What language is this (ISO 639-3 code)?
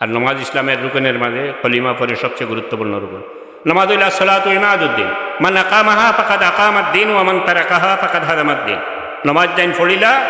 syl